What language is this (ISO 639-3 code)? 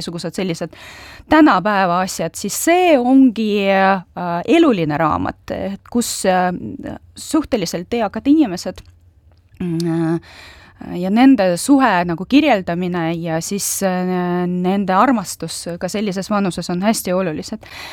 est